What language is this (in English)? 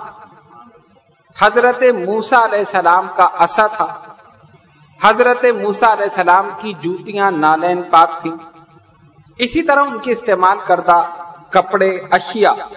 Urdu